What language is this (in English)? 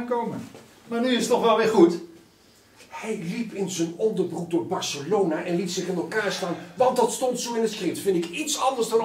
Limburgish